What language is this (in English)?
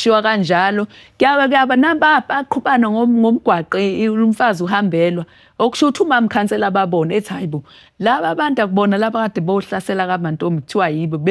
Zulu